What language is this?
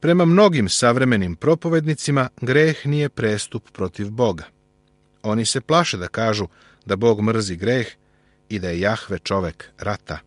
Serbian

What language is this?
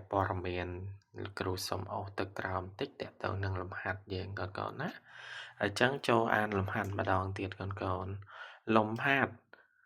Khmer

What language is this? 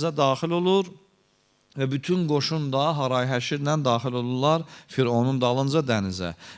Azerbaijani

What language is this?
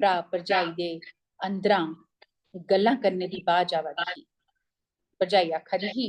Dogri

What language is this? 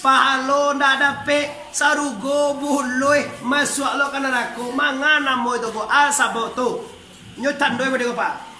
Minangkabau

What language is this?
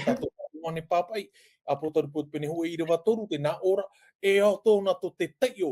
Tahitian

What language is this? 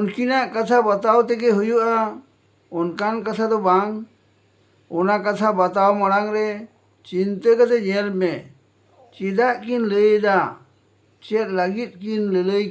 Santali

